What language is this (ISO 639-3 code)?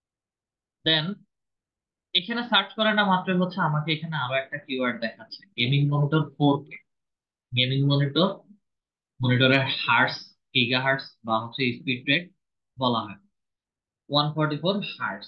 ben